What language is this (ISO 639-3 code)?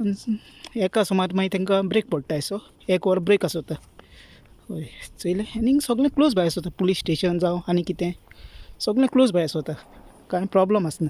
kok